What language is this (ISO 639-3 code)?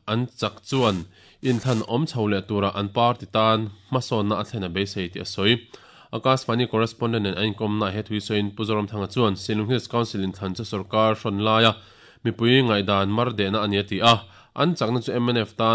lus